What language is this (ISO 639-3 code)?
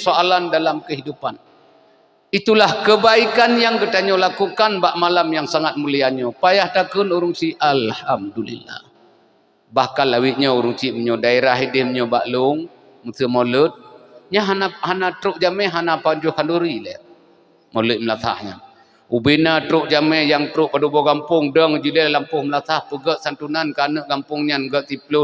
ace